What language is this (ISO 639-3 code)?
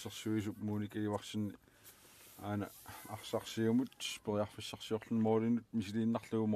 kal